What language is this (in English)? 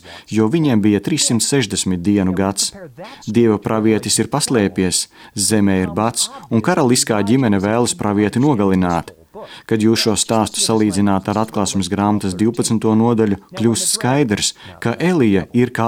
Latvian